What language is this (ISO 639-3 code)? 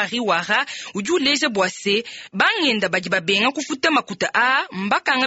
lua